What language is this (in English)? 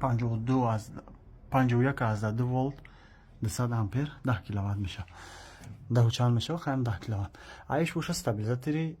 Tajik